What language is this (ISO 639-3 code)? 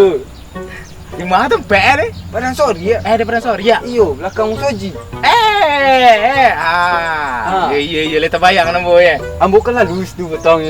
min